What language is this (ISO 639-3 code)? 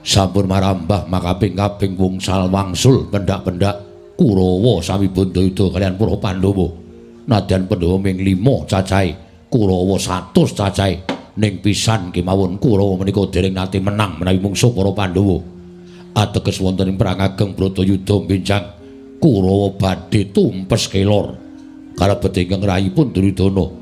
jav